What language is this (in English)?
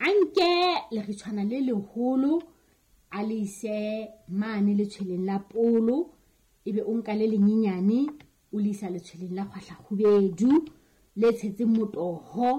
Southern Sotho